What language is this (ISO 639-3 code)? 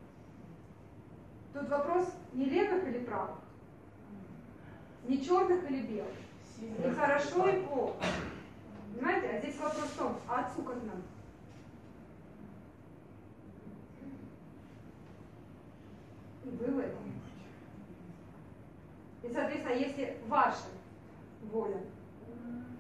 rus